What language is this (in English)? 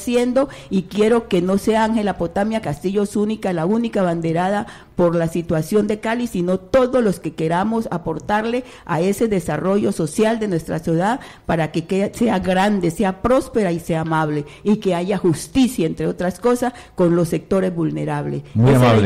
Spanish